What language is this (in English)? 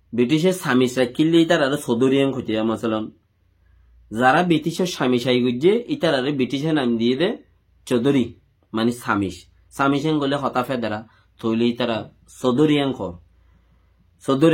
Rohingya